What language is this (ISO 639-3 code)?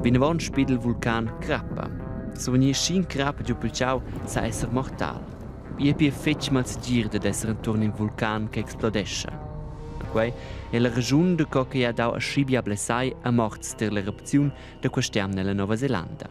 roh